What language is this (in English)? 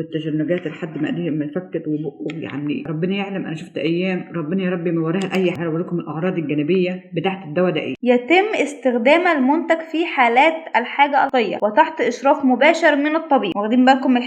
Egyptian Arabic